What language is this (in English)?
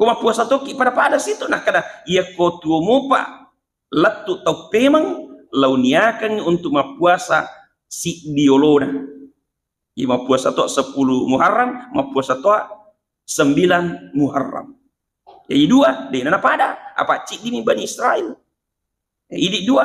Buginese